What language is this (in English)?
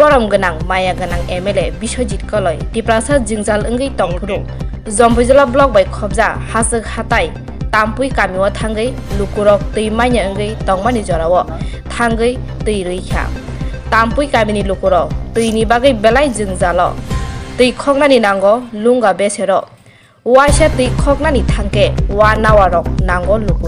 Kok Borok